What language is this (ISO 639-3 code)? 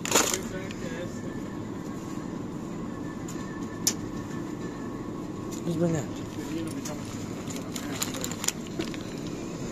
ita